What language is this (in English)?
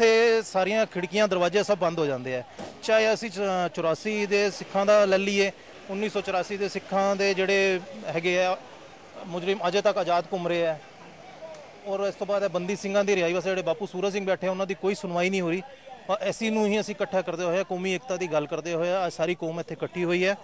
Punjabi